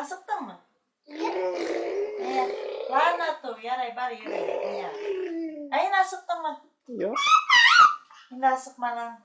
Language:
Bashkir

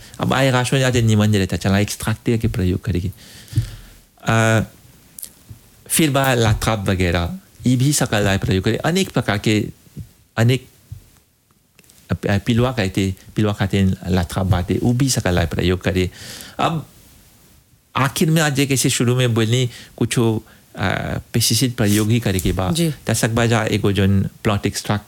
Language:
Bhojpuri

